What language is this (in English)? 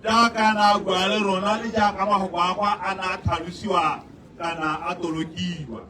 Tswana